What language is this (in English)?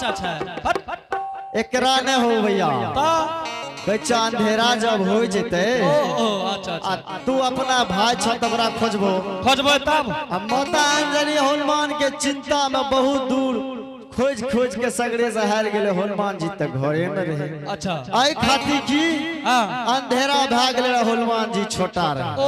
Angika